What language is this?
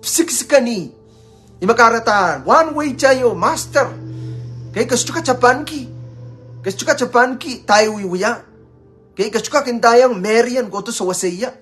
Pohnpeian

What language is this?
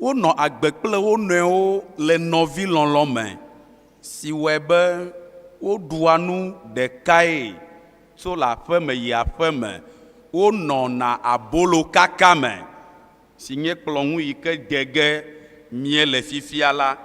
Ewe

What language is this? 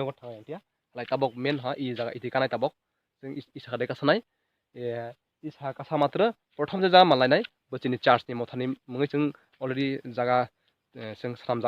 Kok Borok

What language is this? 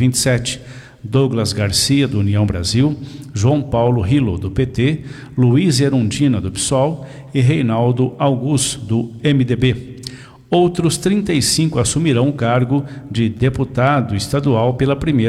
Portuguese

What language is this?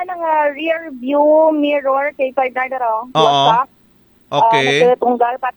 Aklanon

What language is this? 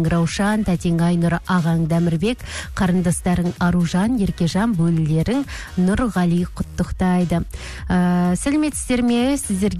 Kazakh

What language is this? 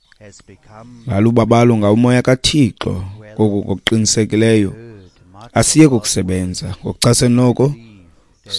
Xhosa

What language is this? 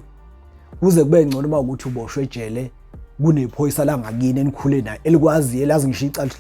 Zulu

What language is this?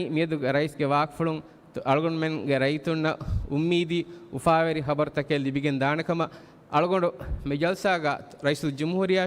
Divehi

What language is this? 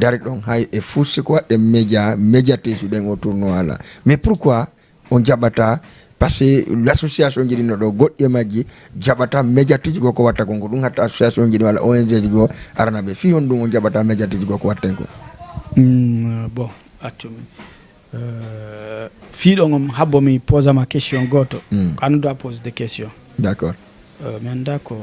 Fula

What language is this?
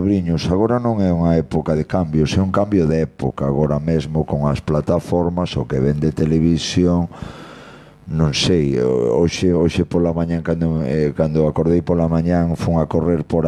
Galician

